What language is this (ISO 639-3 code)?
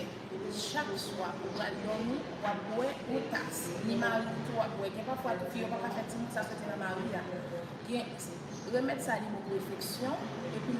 hat